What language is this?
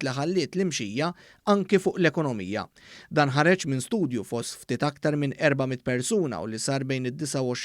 Maltese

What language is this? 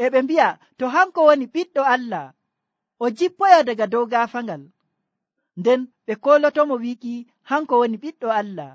Nigerian Fulfulde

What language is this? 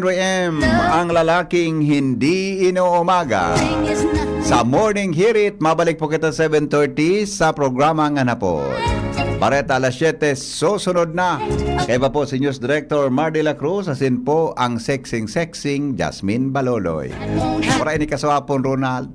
Bikol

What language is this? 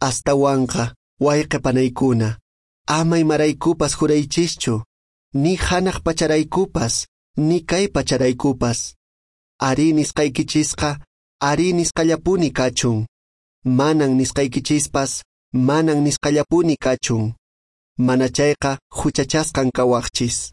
Quechua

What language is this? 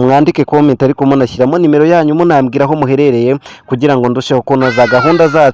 Kinyarwanda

